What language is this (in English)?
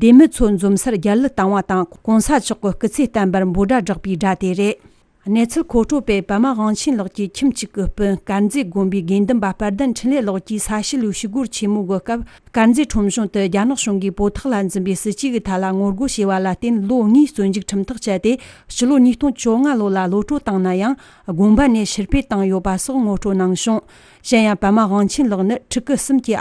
Tibetan